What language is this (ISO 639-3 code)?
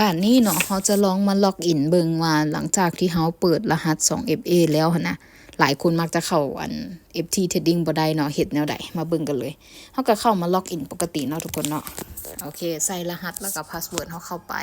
lao